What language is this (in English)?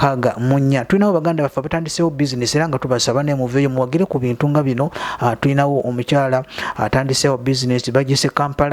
Ganda